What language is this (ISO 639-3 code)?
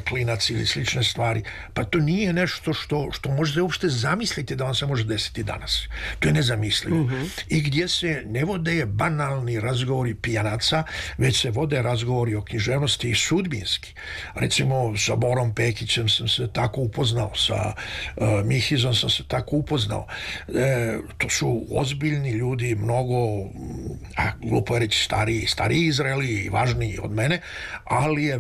srp